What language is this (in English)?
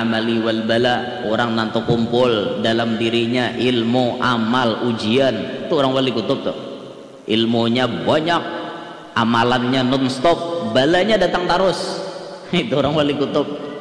Banjar